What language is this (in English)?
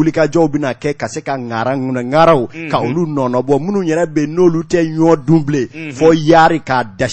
Bambara